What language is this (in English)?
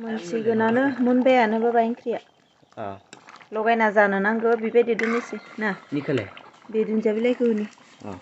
Bodo